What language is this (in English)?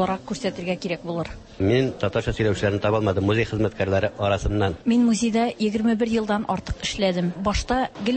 Tatar